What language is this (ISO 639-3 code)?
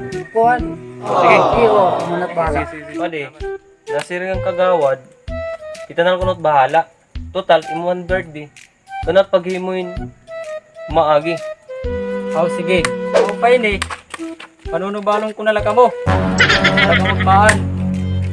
war